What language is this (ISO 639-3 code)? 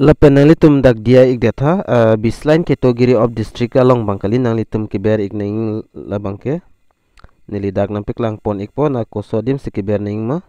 mjw